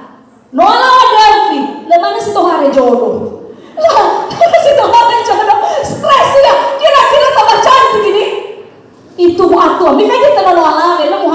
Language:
Nias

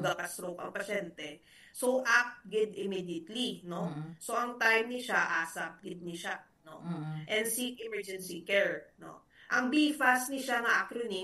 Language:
Hiligaynon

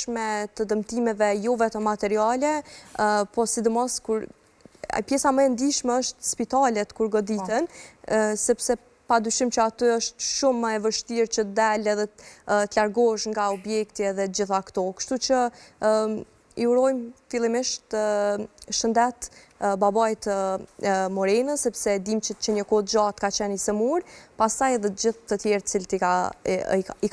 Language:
Albanian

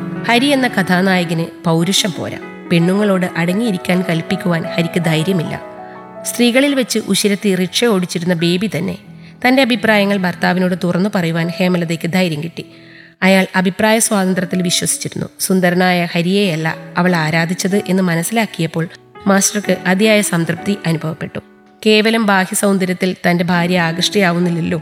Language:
Malayalam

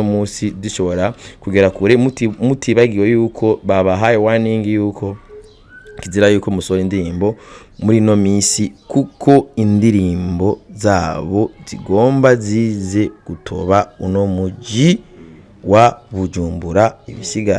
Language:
Rundi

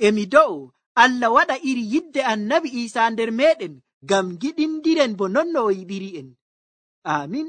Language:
Nigerian Fulfulde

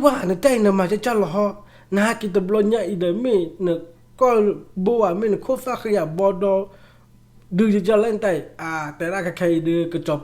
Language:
S'gaw Karen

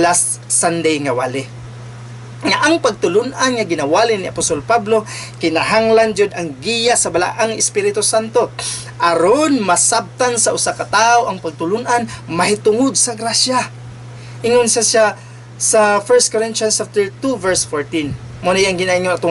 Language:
Cebuano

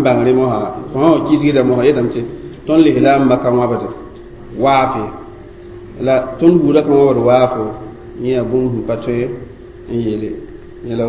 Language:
Mossi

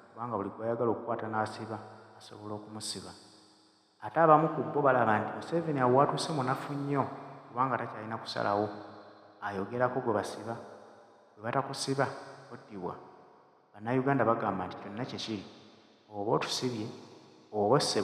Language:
Ganda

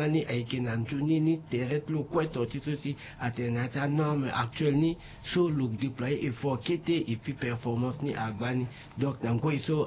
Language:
Sango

